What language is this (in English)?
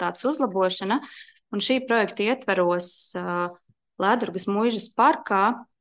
Latvian